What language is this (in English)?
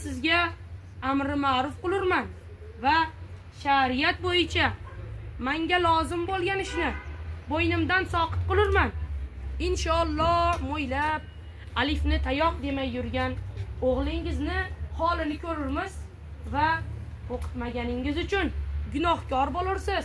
Uzbek